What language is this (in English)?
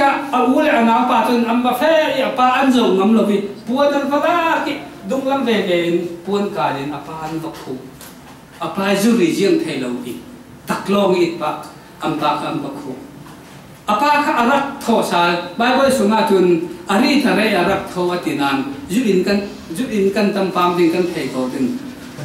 Falam Chin